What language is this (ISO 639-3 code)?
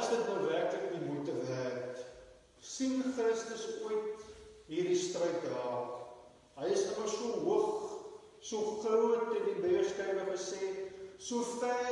afr